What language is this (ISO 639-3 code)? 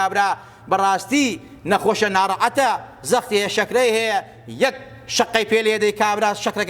ckb